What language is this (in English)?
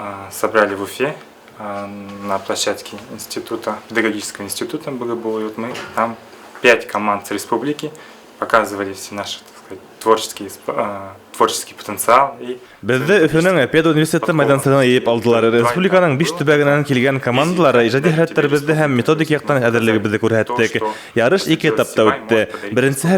Bashkir